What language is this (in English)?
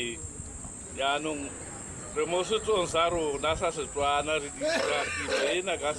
Tswana